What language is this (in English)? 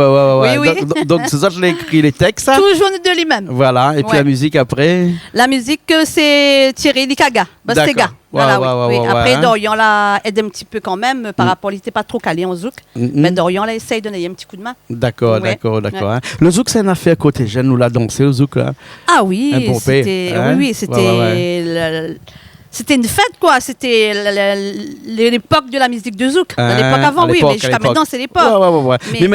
Réunion Creole French